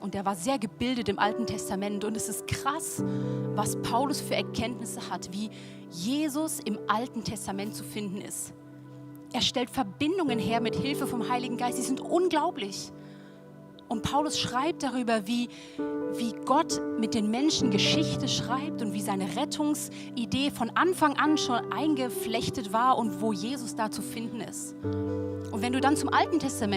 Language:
Swiss German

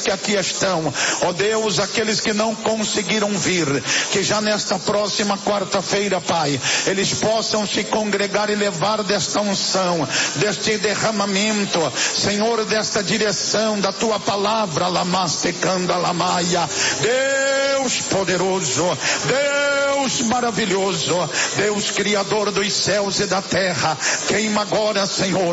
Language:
Portuguese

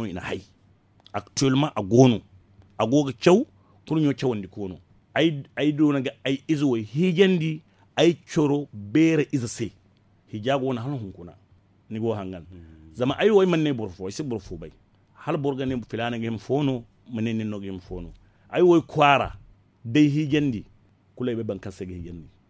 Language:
Zarma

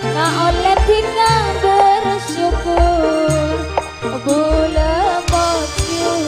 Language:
Madurese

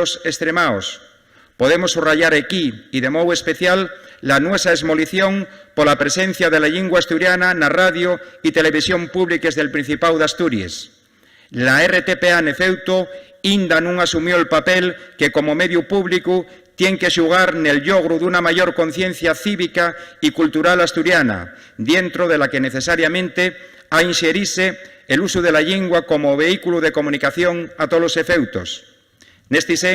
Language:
Asturian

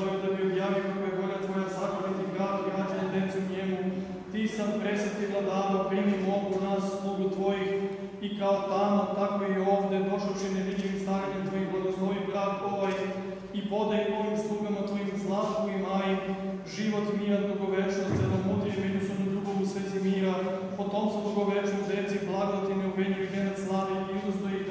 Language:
Serbian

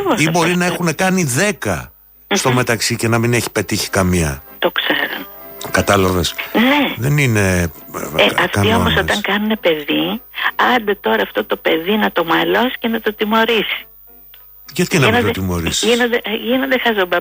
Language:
Greek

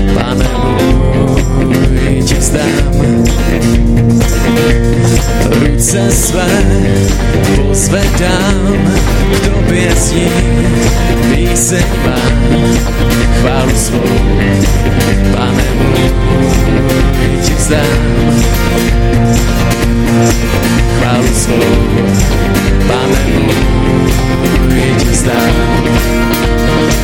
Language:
Czech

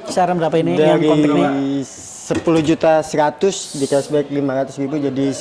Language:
Banjar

